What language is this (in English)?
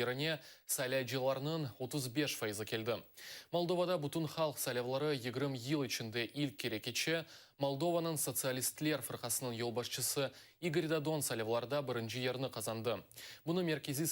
Crimean Tatar